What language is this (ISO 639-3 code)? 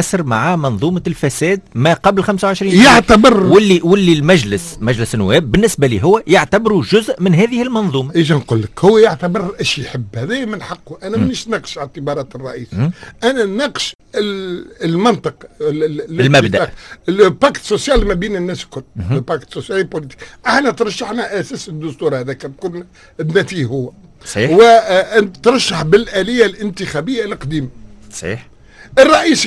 aeb